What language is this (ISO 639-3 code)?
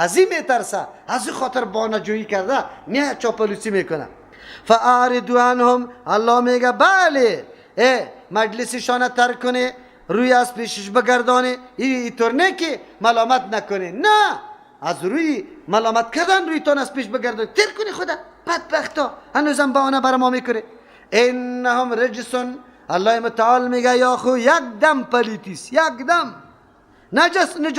fas